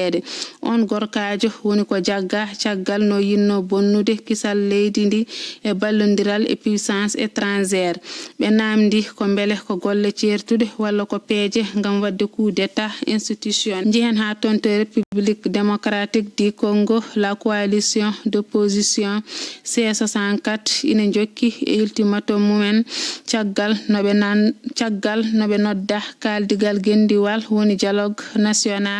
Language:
Fula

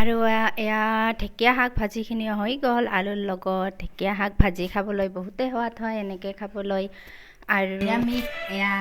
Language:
Assamese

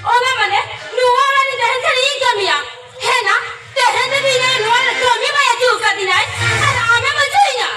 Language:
Santali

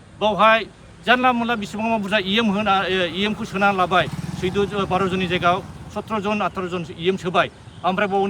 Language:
Bodo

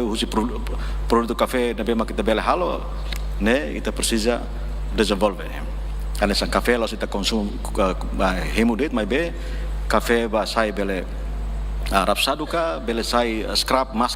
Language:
Tetum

